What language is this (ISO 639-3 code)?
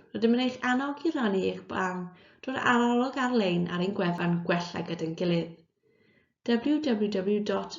cym